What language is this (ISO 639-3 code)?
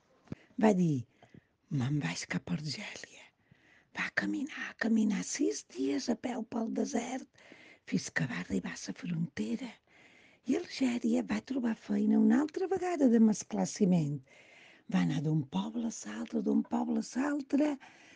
cat